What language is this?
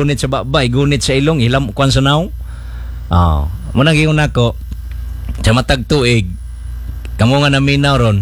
Cebuano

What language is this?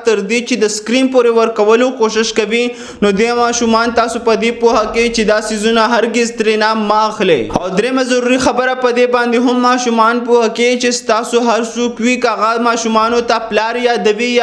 Pashto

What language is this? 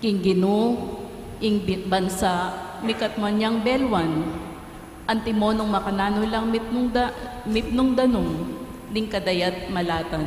Pampanga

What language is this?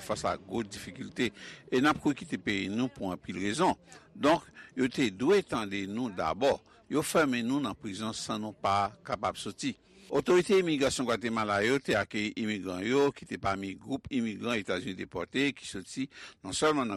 Haitian Creole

